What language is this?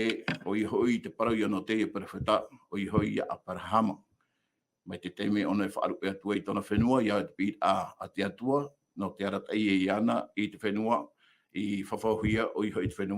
Tahitian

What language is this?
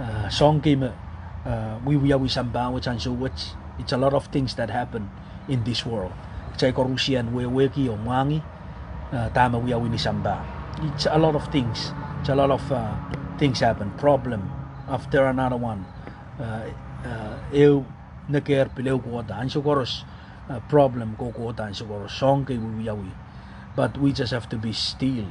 Pohnpeian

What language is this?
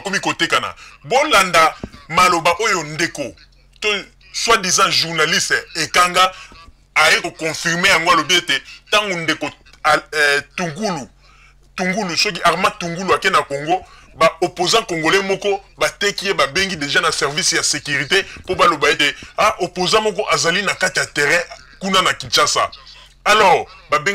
Lingala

